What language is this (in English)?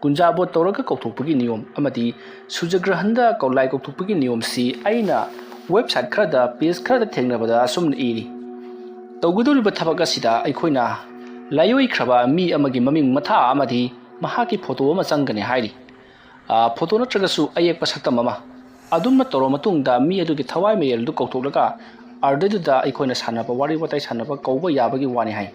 Manipuri